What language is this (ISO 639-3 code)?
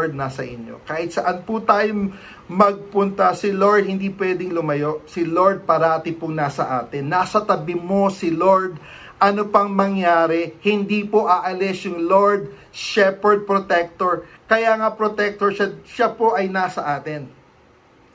fil